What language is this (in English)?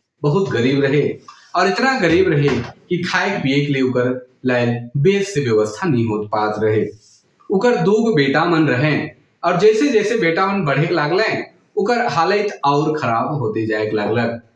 Sadri